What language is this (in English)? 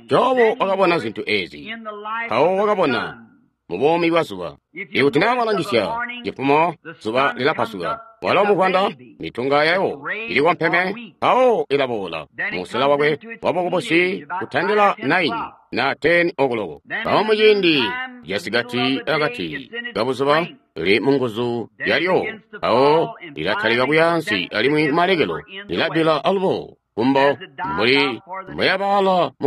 Tonga (Zambia)